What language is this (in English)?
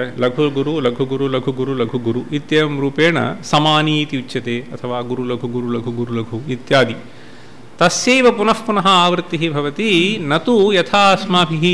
Sanskrit